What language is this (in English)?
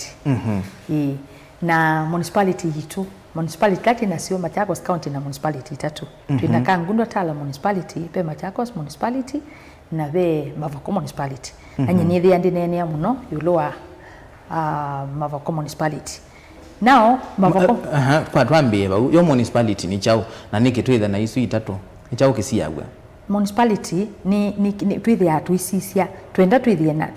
Kamba